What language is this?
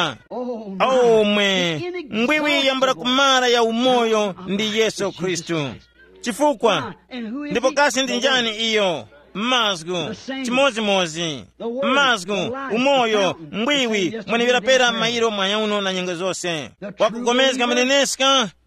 Tumbuka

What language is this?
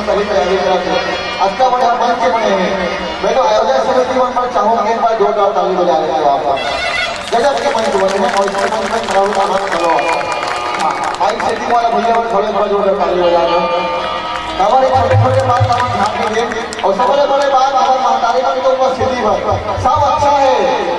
Chhattisgarhi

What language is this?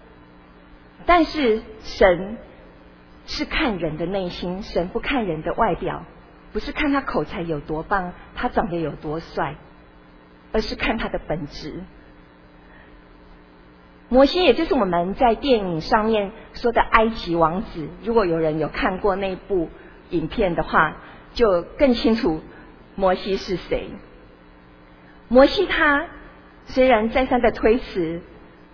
Chinese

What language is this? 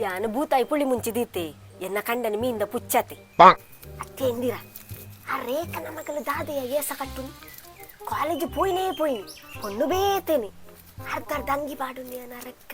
Tulu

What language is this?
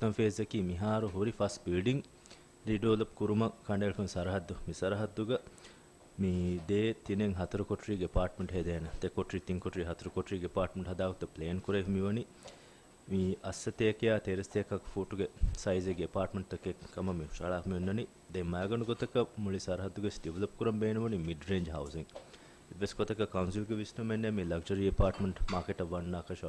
Divehi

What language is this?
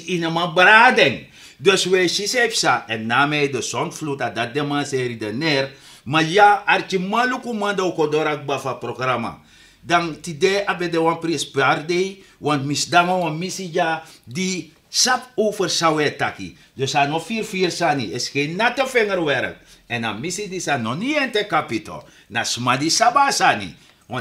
Sranan Tongo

